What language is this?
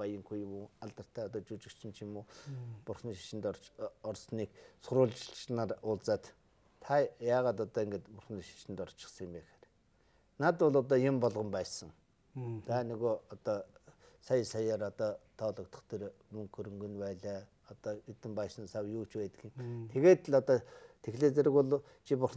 Mongolian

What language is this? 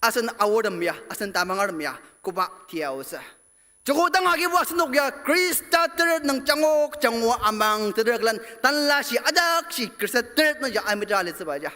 Ao Naga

